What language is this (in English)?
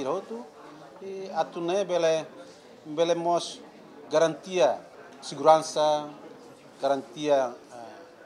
Tetum